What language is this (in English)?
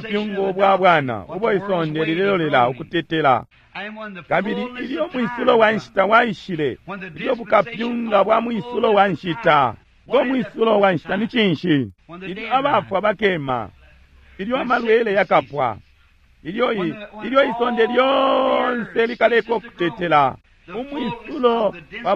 Bemba